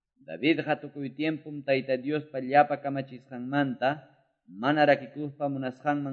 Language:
Quechua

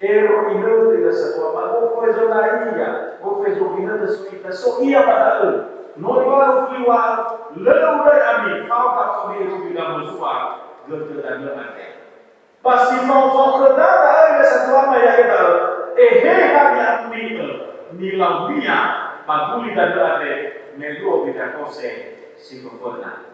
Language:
Nias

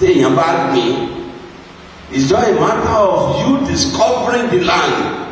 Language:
Yoruba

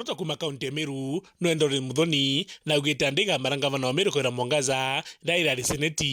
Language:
Meru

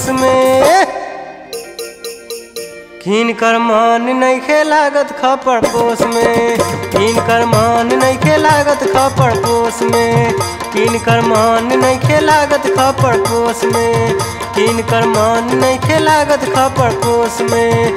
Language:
Bhojpuri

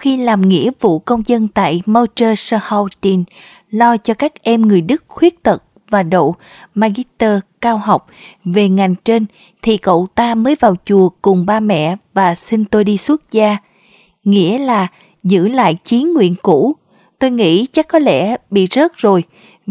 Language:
Vietnamese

